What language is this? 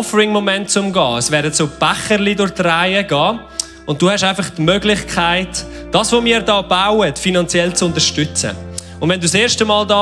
Swiss German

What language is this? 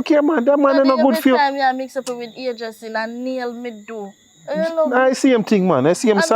Jamaican Creole English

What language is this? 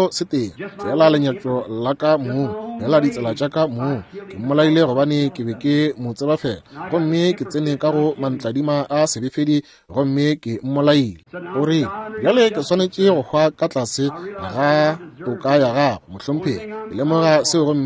Northern Sotho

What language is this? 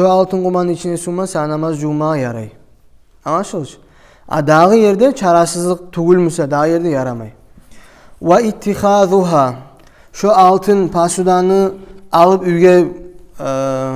Kumyk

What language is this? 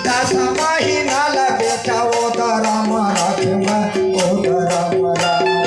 Chhattisgarhi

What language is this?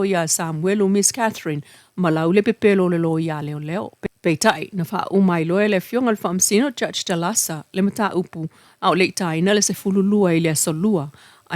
Samoan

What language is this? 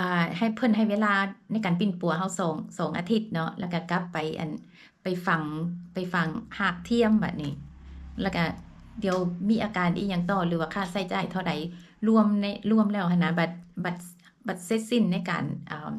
Lao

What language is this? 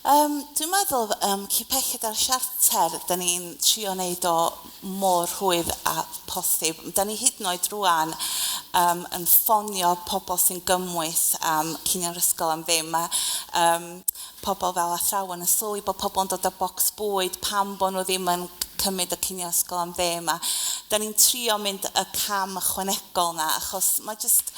Welsh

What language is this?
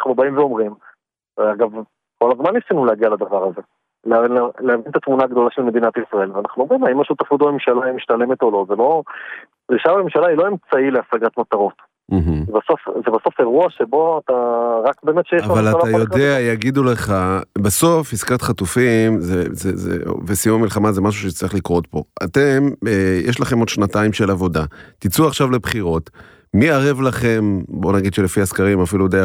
Hebrew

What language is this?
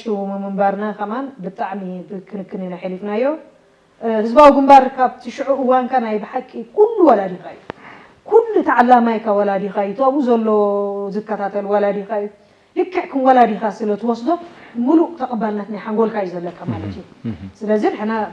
Tigrinya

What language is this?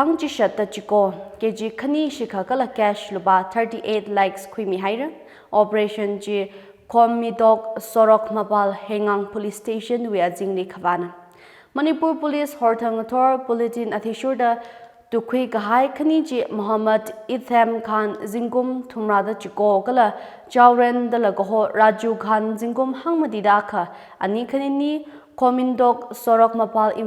Tangkhul Naga (India)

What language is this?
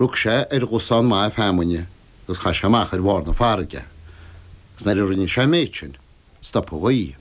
Irish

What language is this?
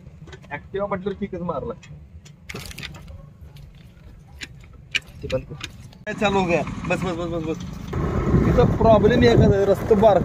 Marathi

